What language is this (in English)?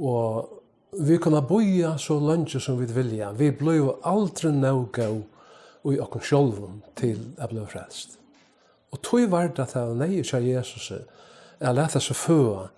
Faroese